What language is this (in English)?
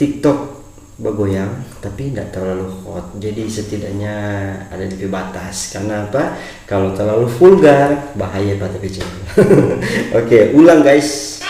Manado Malay